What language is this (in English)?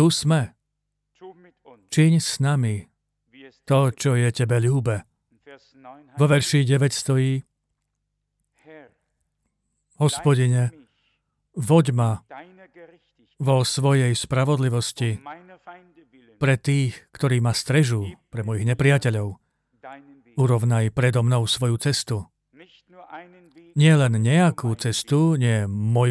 Slovak